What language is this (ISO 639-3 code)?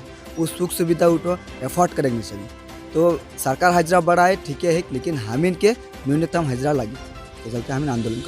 sck